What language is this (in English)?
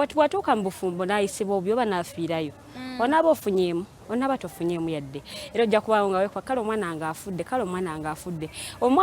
Ganda